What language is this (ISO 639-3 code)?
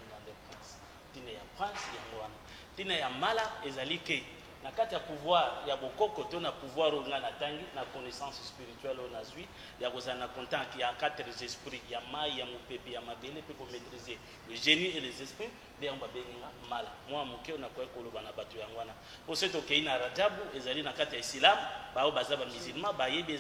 lin